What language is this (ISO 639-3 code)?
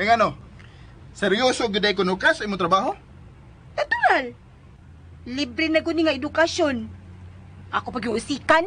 ceb